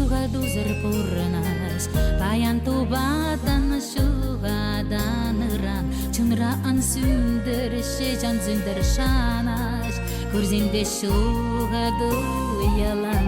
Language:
Chuvash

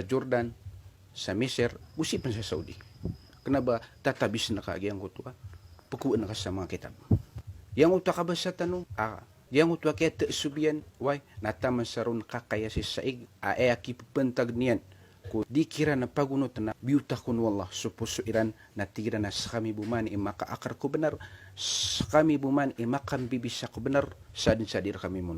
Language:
Maranao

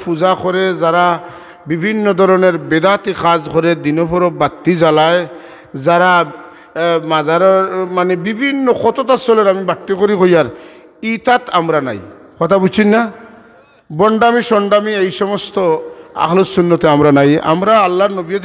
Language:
Sylheti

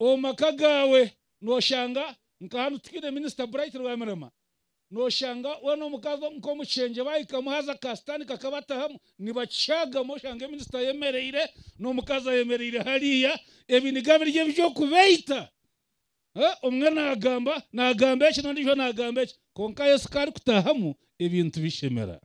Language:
Nyankole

